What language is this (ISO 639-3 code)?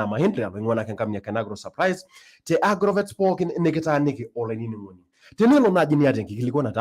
mas